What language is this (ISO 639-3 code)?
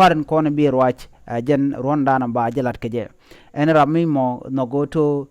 nus